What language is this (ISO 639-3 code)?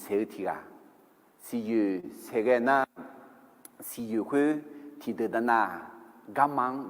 ahk